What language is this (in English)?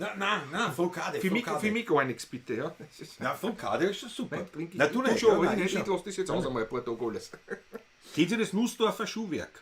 Bavarian